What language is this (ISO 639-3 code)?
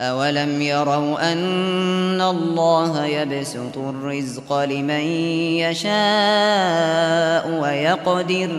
uig